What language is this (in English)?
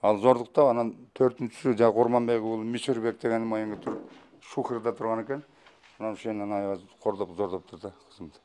Kyrgyz